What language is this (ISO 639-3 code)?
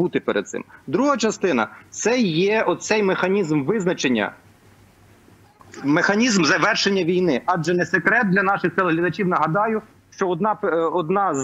ukr